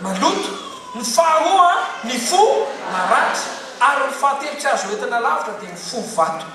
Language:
Malagasy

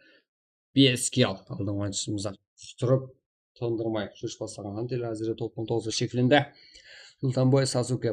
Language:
Kara-Kalpak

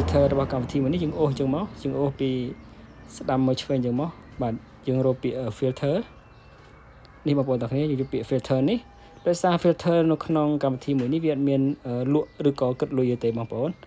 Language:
Khmer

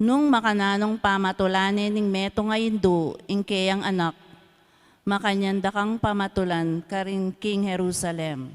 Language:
Pampanga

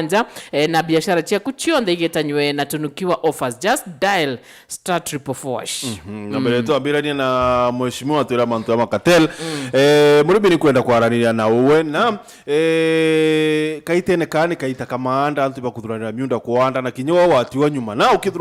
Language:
Meru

